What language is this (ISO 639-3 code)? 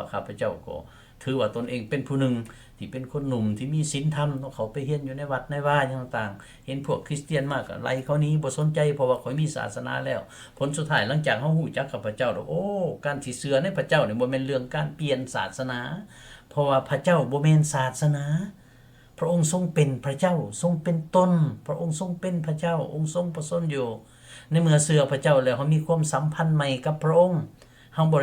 lao